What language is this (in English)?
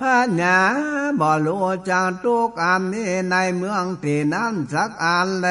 Northern Thai